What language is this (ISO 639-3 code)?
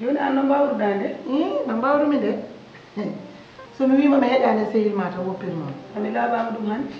ful